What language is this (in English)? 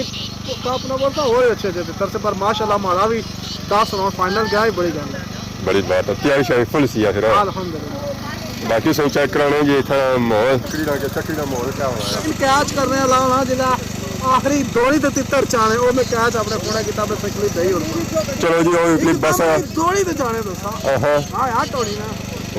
Pahari-Potwari